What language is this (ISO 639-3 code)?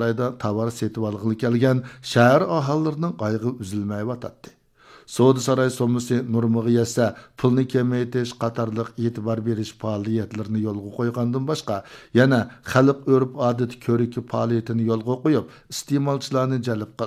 uig